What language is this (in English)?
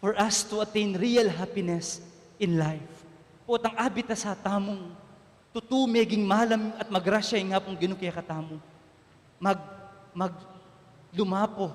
Pampanga